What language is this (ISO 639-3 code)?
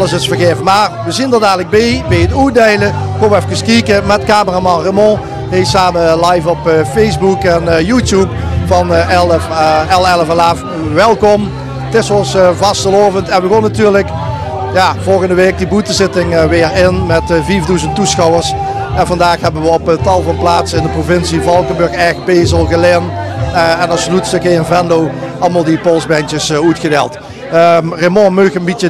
lim